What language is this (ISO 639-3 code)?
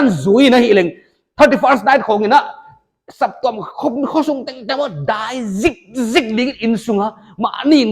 pck